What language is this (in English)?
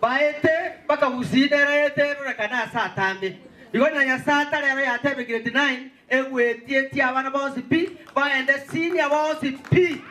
Gusii